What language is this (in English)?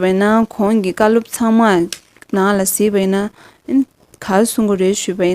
Tibetan